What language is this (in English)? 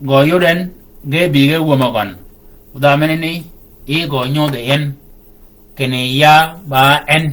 Shilluk